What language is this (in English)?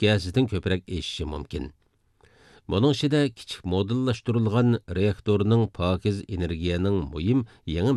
Uyghur